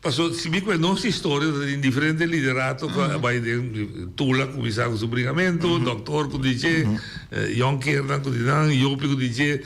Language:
Papiamento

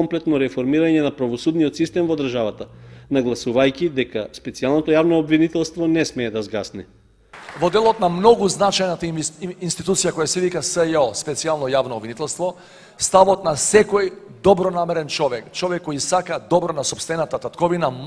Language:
Macedonian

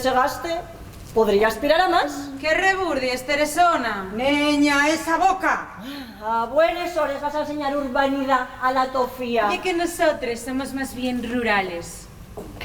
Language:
Asturian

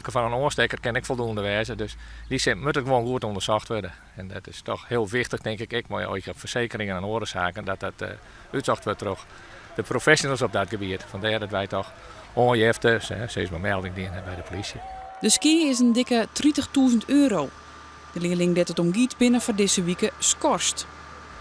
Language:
Western Frisian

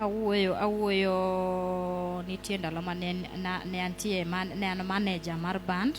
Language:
Luo (Kenya and Tanzania)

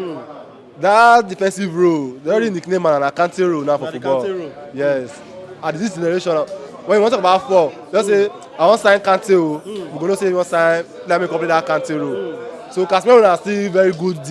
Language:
Nigerian Pidgin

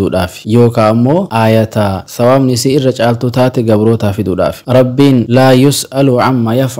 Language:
Oromo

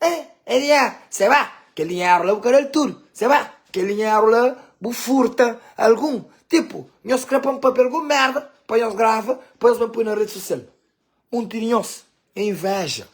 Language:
Kabuverdianu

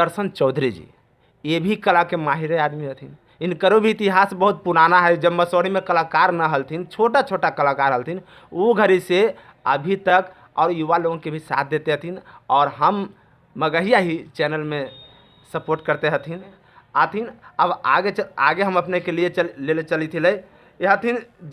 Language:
Magahi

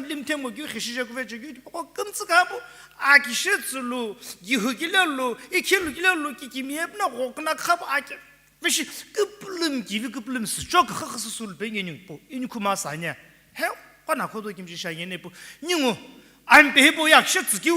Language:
Sumi Naga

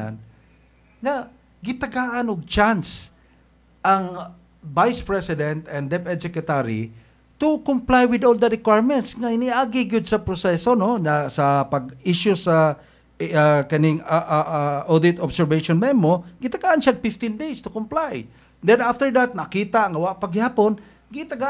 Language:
Cebuano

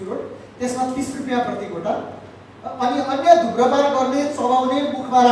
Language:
Nepali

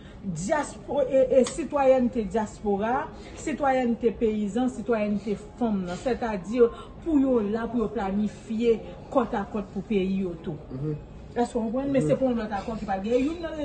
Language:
Haitian Creole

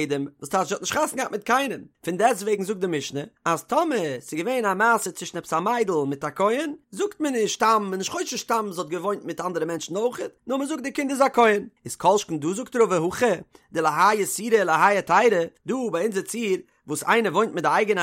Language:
Yiddish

